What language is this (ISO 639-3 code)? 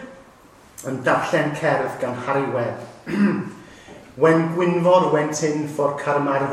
cym